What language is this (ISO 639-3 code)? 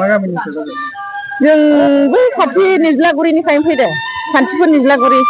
brx